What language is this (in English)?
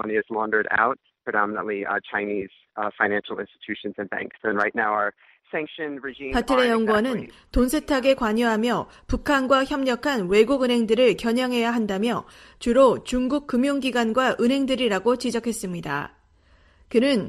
Korean